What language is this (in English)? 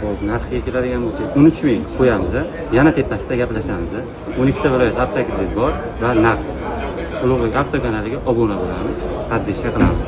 Uzbek